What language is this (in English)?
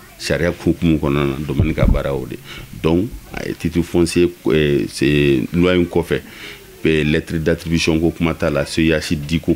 Bambara